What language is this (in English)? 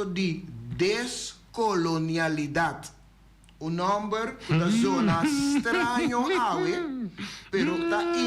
Papiamento